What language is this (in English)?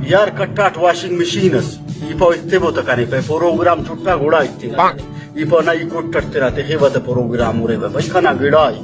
Brahui